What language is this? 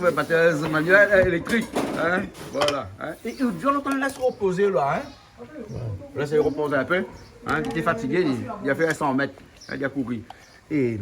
Réunion Creole French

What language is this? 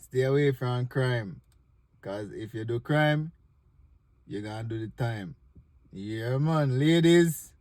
Jamaican Creole English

